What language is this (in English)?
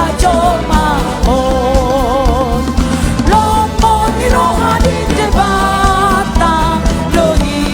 Batak Toba